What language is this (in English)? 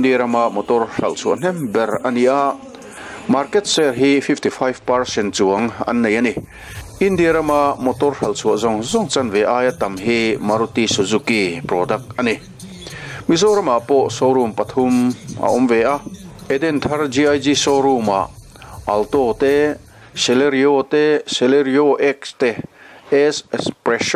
Mizo